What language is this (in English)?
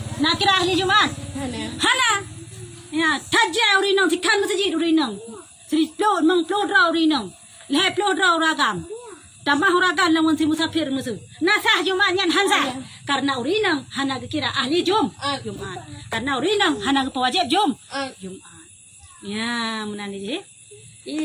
Achinese